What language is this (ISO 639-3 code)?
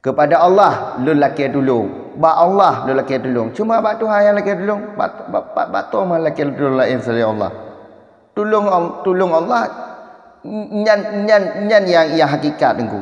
ace